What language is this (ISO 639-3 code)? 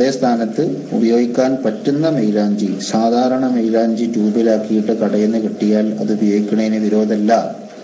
mal